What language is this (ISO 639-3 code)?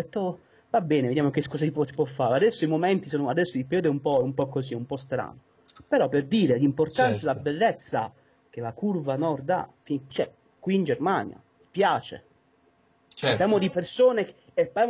ita